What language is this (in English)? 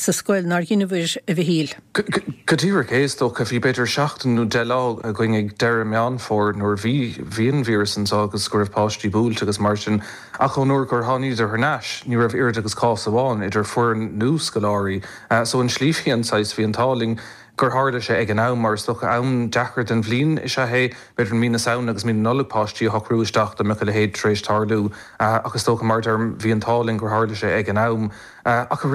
Irish